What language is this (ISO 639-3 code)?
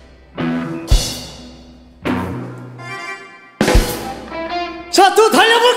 kor